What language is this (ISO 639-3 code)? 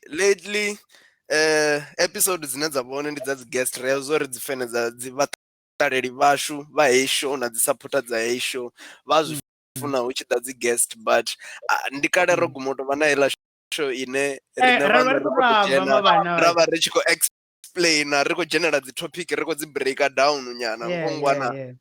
ven